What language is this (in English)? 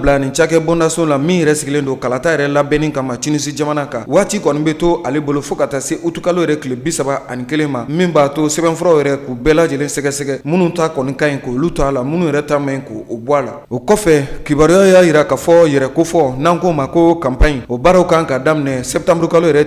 Bambara